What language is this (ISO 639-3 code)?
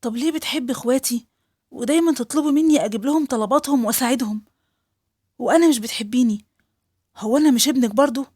arz